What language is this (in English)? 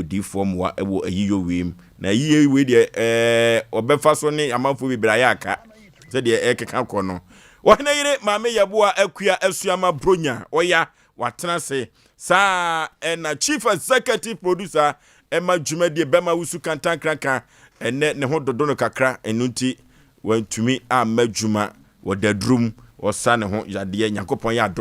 Akan